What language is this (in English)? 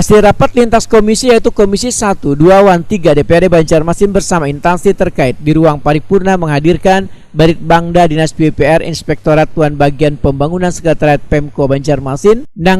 Banjar